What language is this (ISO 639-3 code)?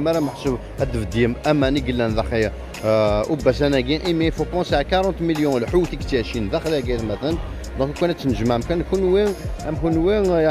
kab